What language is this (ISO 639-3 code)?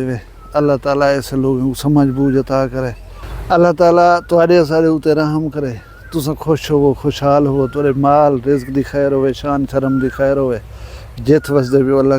skr